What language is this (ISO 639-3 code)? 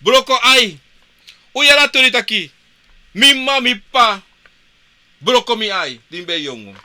srn